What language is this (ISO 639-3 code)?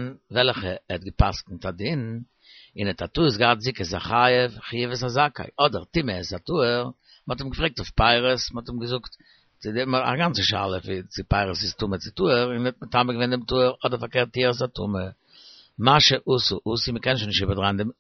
yid